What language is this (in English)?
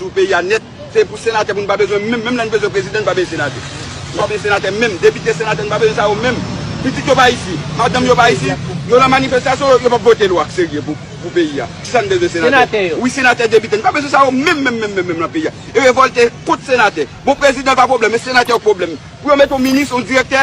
Haitian Creole